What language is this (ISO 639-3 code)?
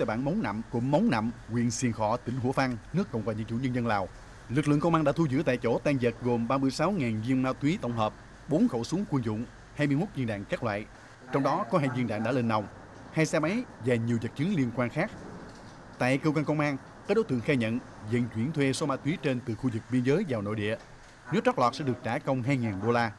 vie